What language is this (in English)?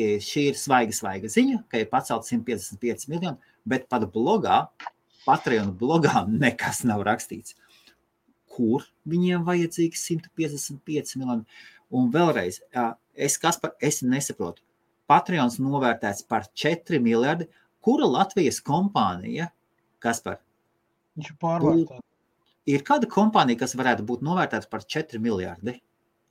Latvian